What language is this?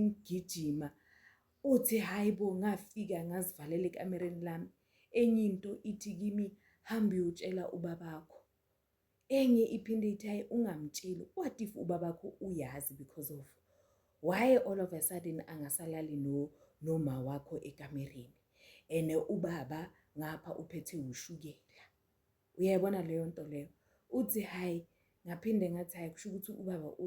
Zulu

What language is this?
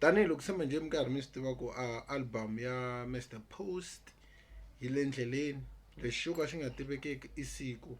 Tsonga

